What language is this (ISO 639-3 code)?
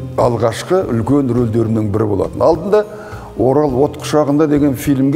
kaz